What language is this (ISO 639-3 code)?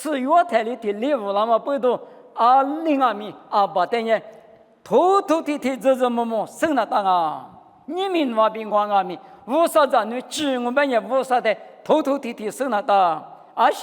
lis